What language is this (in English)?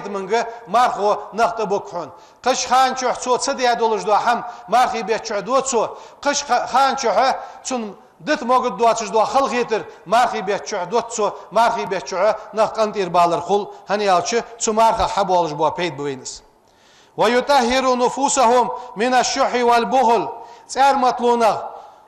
Ingush